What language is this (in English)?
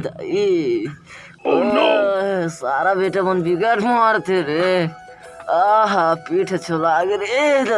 Chhattisgarhi